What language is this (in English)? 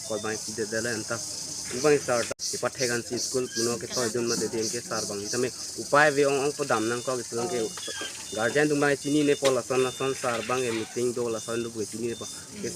Karbi